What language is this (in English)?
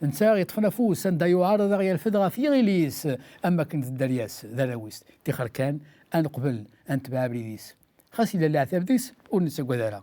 Kabyle